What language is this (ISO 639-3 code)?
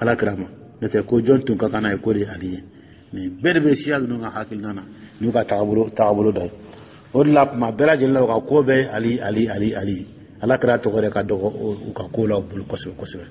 dyu